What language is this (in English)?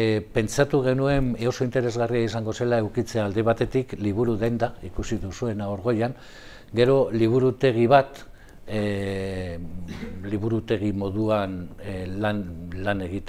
Basque